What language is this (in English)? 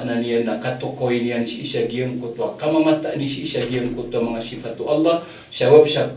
Maranao